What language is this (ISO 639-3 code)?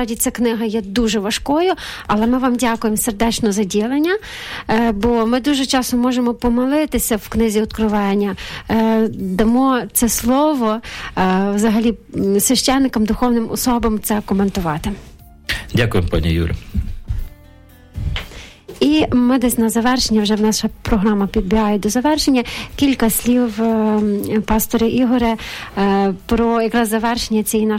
ukr